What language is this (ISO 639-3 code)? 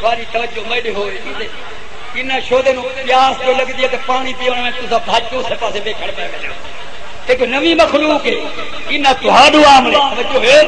skr